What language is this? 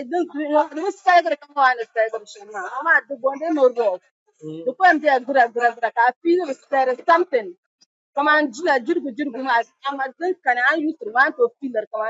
Dagbani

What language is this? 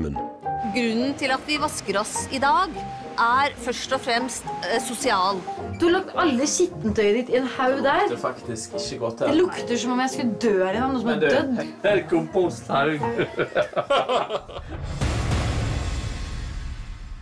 Norwegian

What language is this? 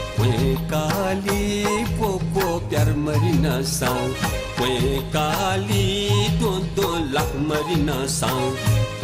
Newari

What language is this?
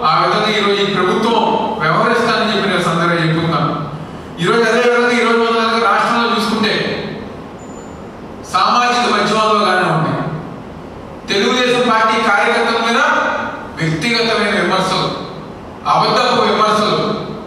Telugu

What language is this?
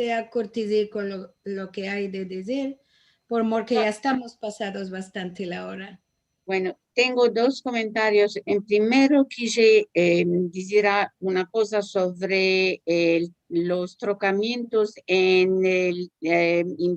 Ladino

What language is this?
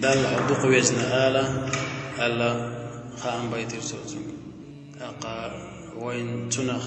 Chechen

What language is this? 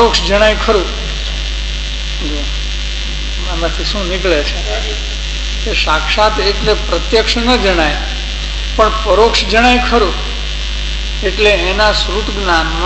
Gujarati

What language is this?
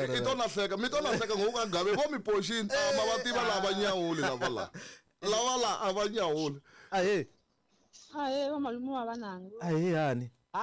Tsonga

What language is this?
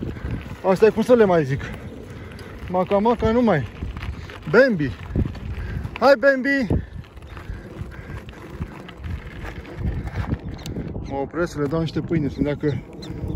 Romanian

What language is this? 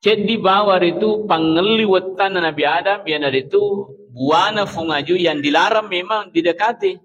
Buginese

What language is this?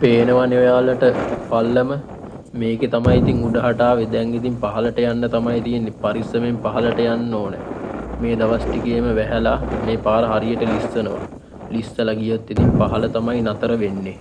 Sinhala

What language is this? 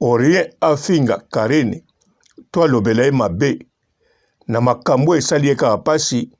Lingala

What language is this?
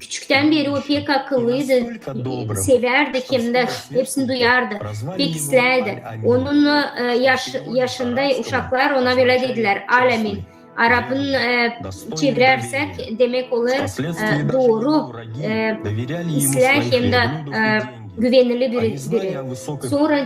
Gagauz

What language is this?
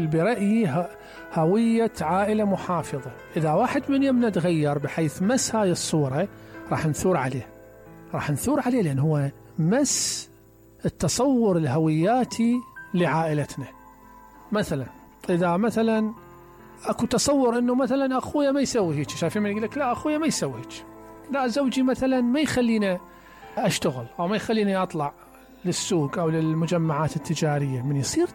Mesopotamian Arabic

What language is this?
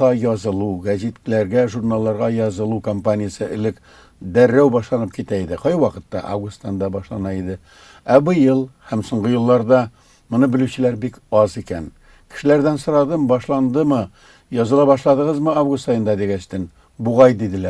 Tatar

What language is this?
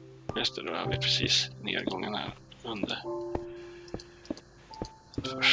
Swedish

